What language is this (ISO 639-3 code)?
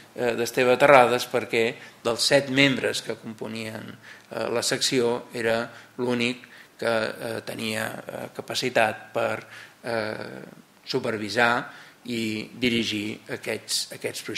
cat